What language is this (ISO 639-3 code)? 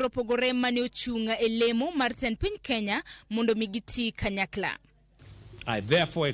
luo